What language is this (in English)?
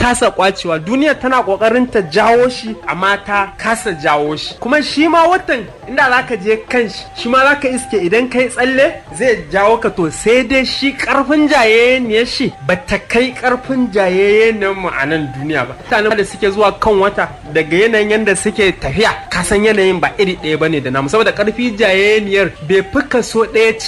Hausa